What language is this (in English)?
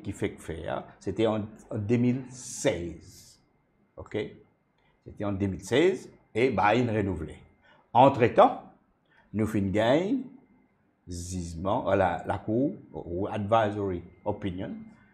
Morisyen